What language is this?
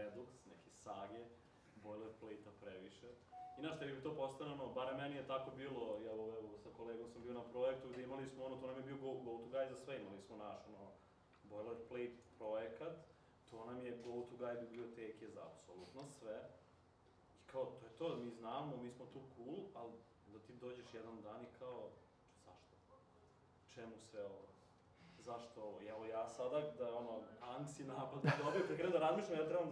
Serbian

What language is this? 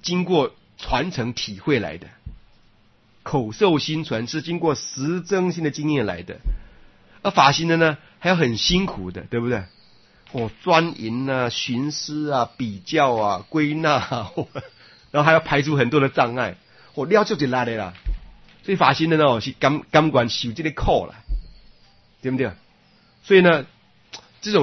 Chinese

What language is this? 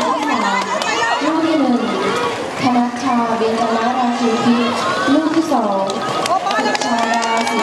Lao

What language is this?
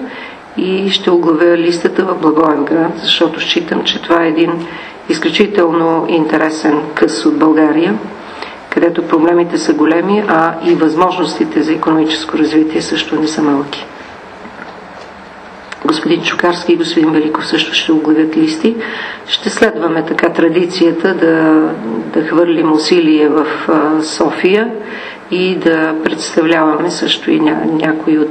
Bulgarian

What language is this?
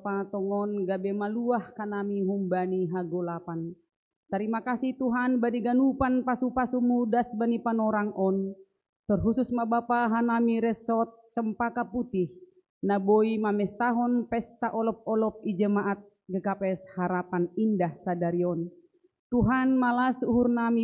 Batak Simalungun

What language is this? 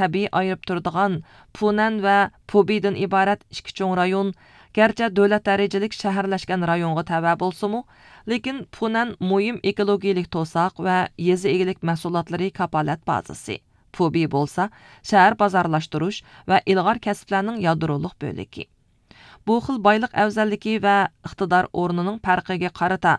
Uyghur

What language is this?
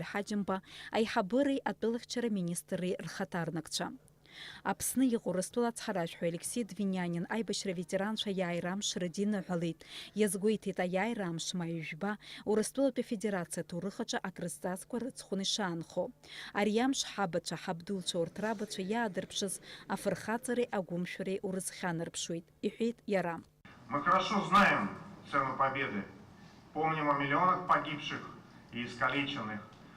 Abkhazian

